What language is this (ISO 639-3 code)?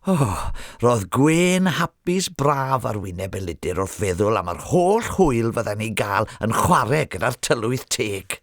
cym